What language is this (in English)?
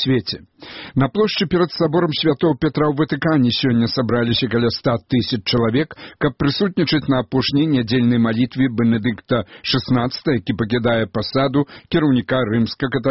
Belarusian